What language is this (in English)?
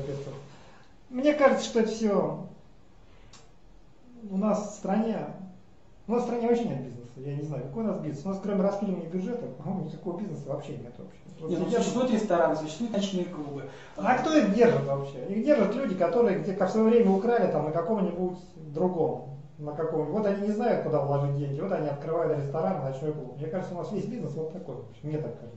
Russian